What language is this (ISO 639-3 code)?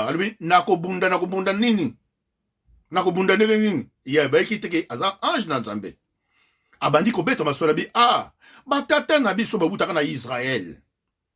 lin